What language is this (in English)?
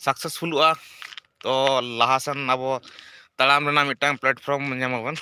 Santali